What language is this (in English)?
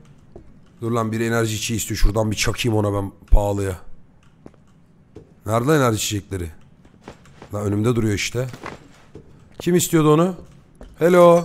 Turkish